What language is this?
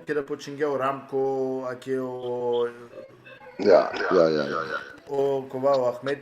Balkan Romani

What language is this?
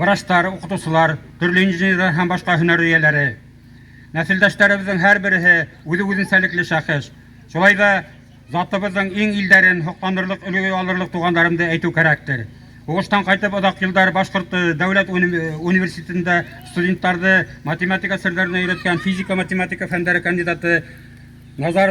Bashkir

